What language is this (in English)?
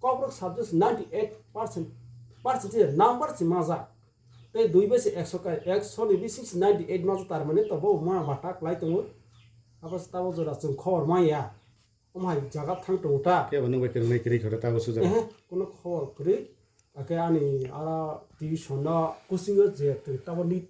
Kok Borok